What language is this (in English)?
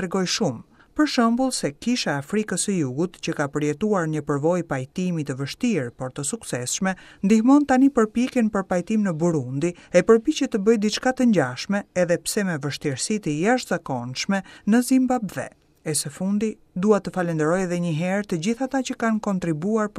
Albanian